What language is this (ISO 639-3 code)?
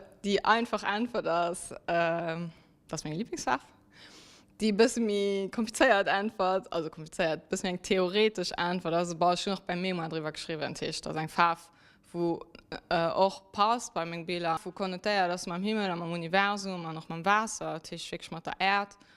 ltz